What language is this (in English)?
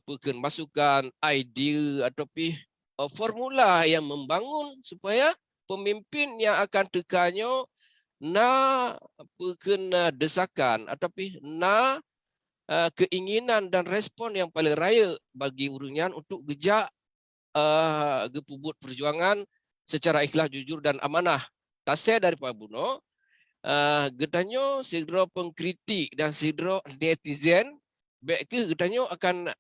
Achinese